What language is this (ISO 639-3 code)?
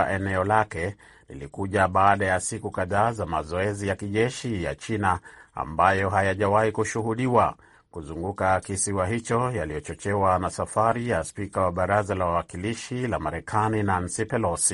swa